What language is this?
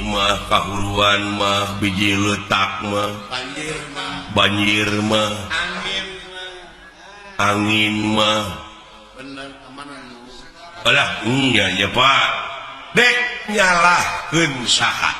Sundanese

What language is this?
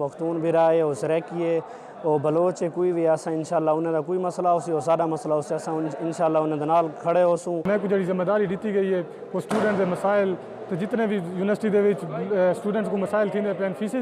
Saraiki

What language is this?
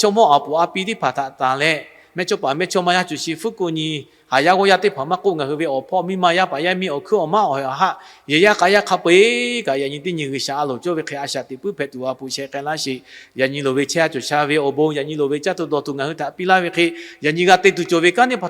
Lahu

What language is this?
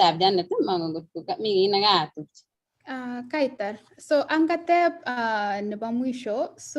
Kalenjin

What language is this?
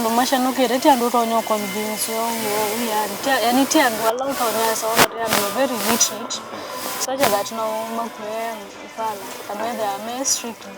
Kamba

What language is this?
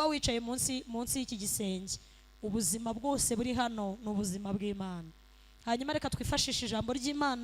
Kinyarwanda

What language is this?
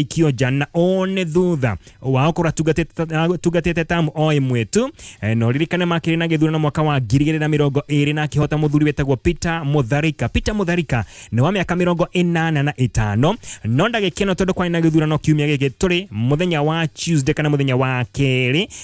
Kikuyu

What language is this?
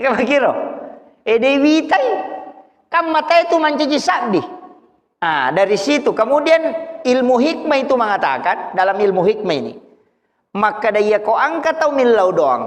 Buginese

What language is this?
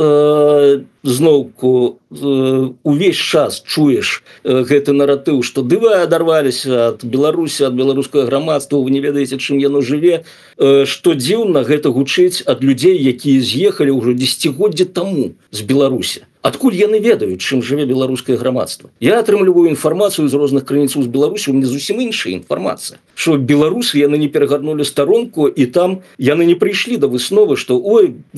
Belarusian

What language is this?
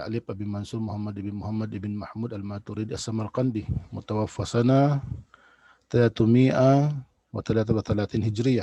Tausug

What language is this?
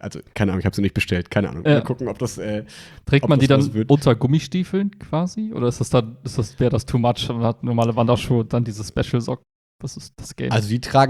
German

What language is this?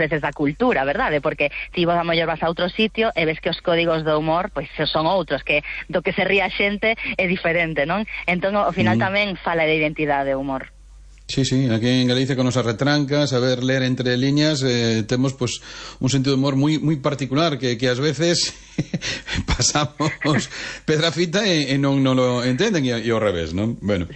Galician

